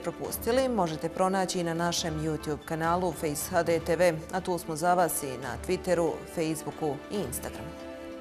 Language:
Bosnian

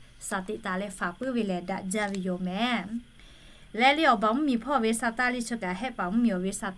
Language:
Lahu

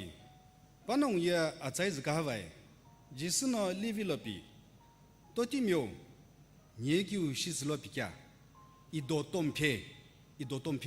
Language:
Sumi Naga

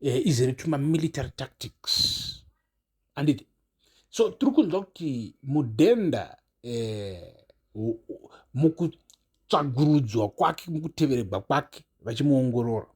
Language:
Shona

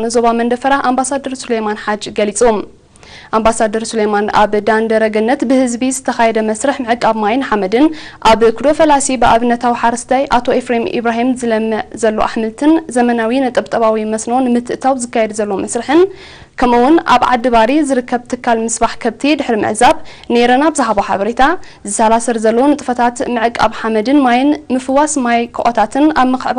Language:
Tigrinya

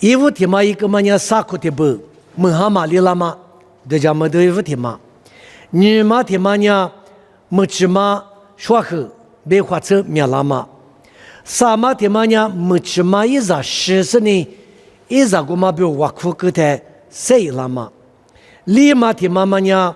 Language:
Lisu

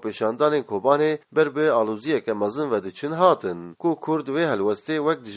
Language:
Kurdish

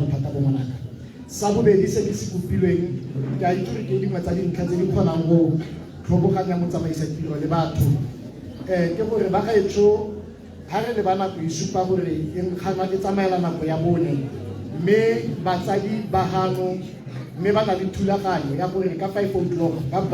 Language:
Tswana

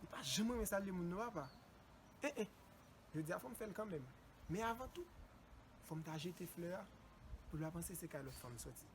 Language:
Haitian Creole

